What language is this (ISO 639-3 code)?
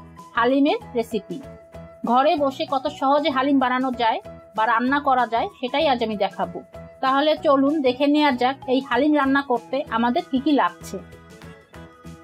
ben